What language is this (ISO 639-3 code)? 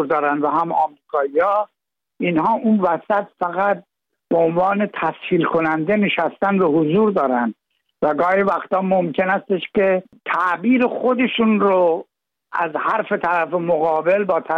fas